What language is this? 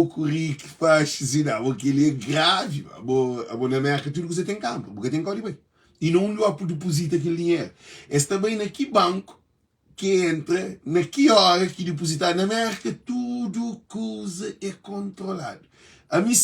Kabuverdianu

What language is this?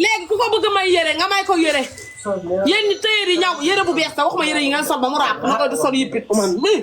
Wolof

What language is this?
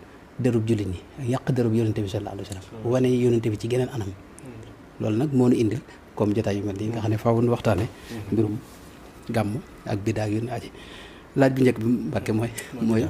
Wolof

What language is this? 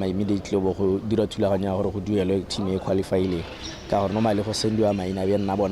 Tswana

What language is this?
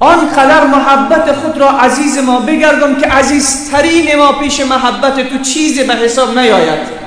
Persian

